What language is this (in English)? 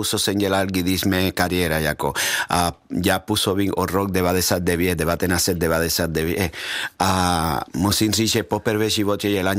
Czech